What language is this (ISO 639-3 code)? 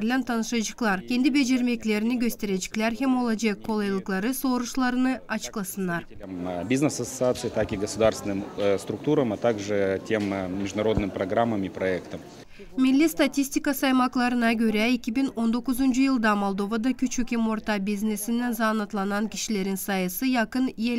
gag